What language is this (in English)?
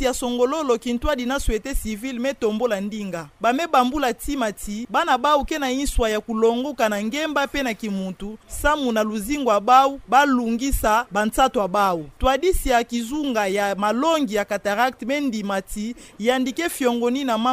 Kituba (Democratic Republic of Congo)